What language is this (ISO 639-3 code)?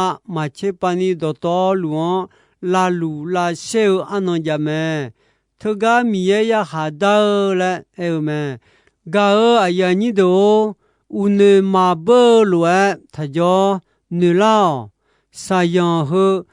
ahk